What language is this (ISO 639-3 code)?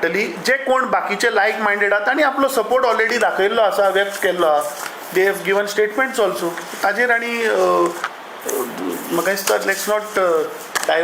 kok